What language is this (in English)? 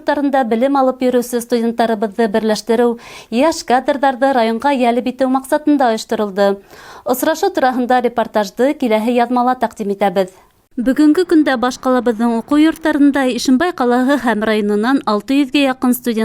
Bashkir